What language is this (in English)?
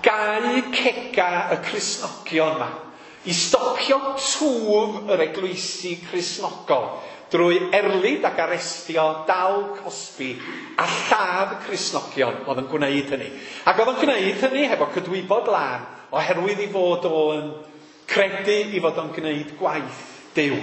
Welsh